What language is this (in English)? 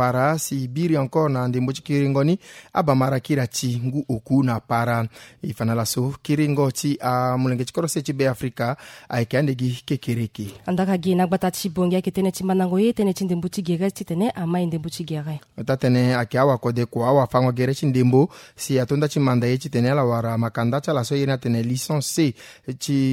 Sango